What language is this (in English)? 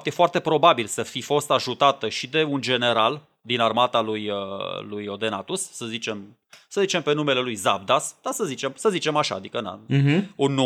Romanian